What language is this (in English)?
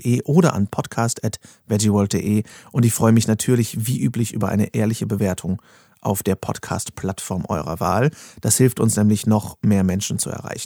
German